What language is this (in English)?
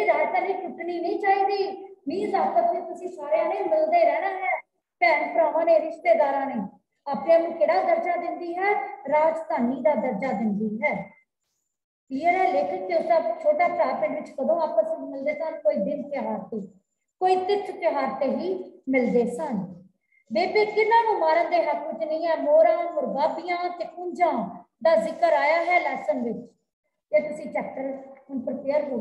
Punjabi